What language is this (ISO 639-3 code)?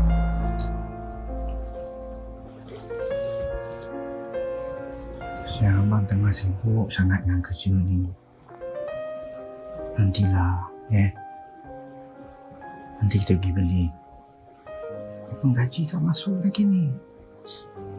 msa